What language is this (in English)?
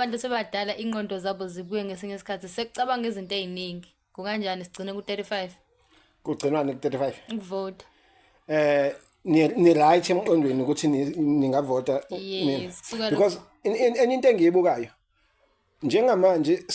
Zulu